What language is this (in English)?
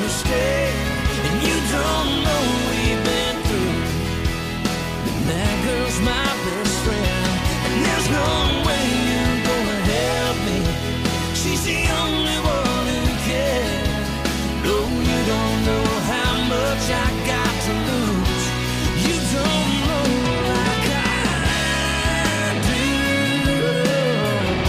English